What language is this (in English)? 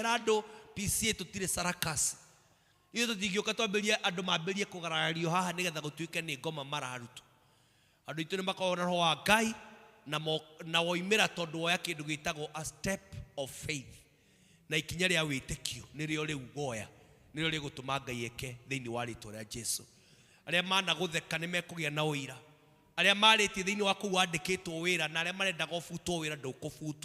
Kikuyu